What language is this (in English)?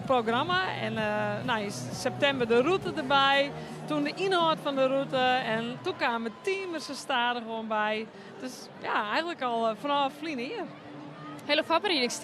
Western Frisian